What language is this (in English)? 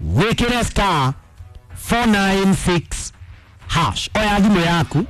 Kikuyu